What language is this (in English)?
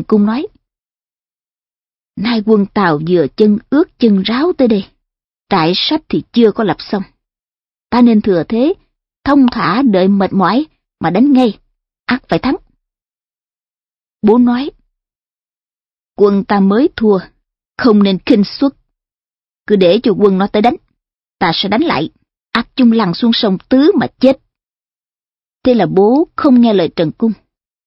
Vietnamese